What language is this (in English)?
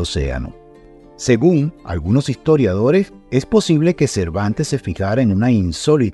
Spanish